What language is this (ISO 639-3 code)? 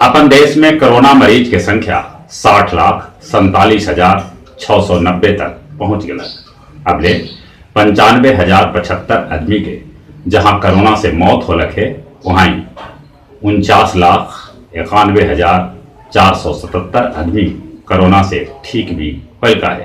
mag